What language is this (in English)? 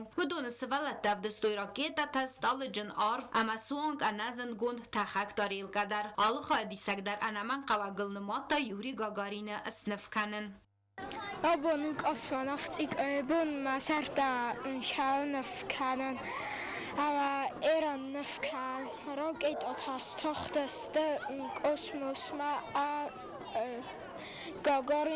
Ossetic